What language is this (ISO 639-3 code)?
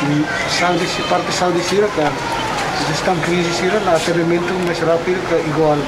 tet